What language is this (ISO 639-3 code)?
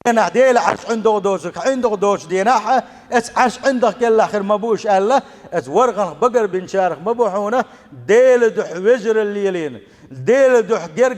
che